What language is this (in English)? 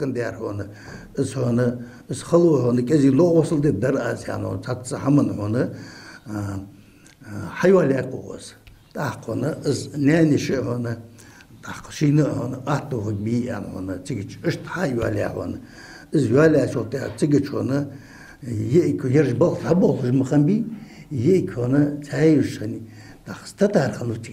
Ingush